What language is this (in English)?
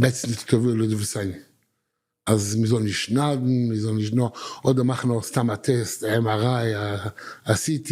Yiddish